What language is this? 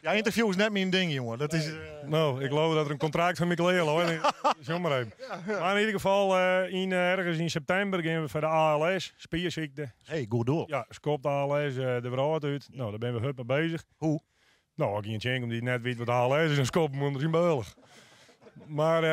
Western Frisian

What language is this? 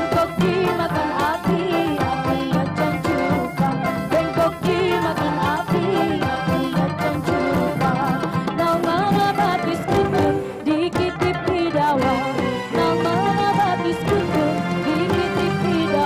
Banjar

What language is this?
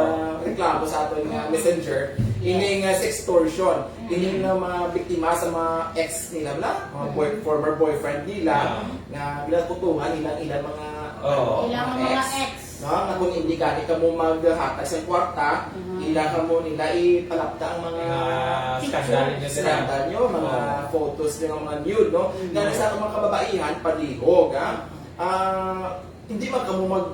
Hiligaynon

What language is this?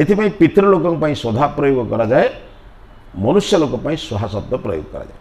Odia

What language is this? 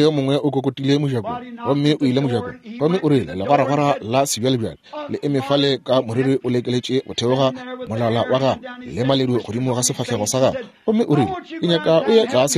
Northern Sotho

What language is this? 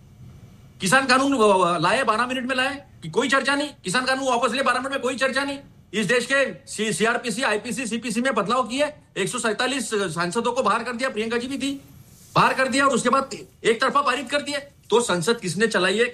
Hindi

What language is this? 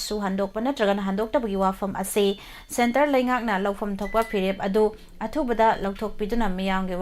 Manipuri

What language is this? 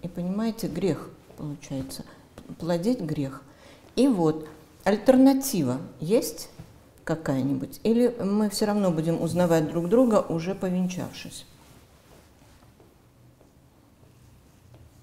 Russian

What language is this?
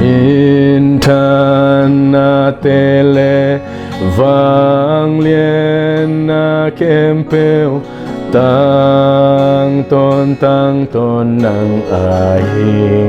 Tedim Chin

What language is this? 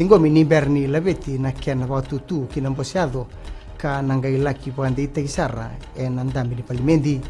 Fijian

